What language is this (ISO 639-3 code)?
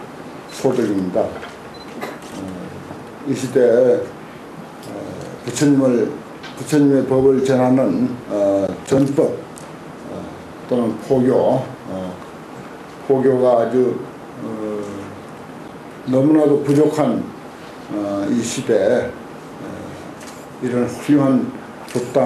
kor